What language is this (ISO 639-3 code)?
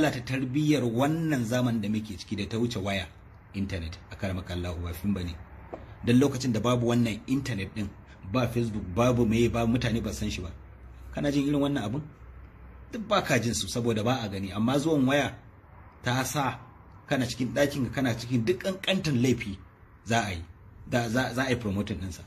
hau